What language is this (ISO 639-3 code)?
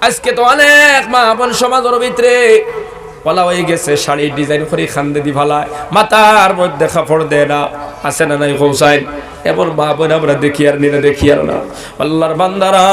syl